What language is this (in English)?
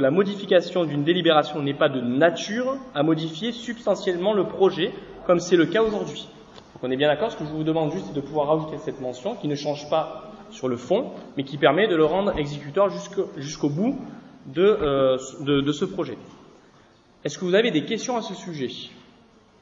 French